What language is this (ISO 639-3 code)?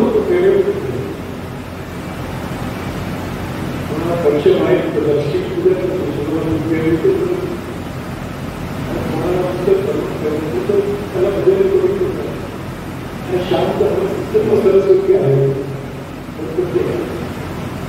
mar